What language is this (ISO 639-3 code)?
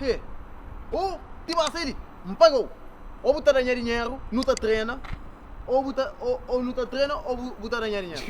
kea